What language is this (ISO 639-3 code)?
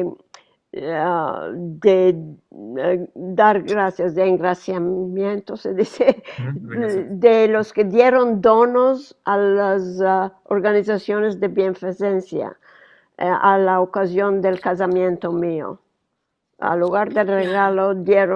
lad